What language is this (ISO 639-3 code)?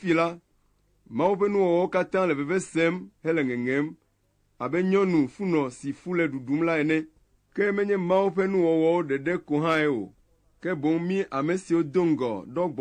ewe